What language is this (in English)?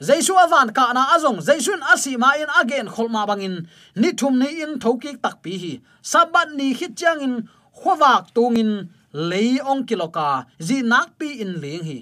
Tedim Chin